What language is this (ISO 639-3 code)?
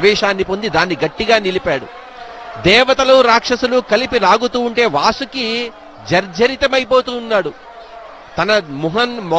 tel